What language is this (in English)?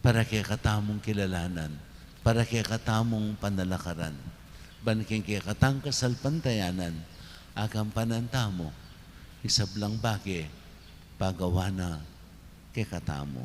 Pampanga